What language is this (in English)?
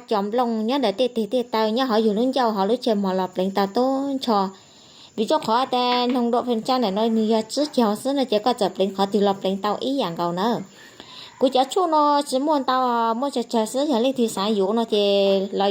Hmong